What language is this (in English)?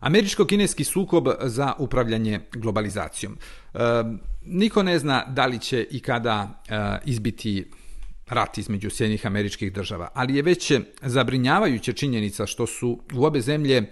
Serbian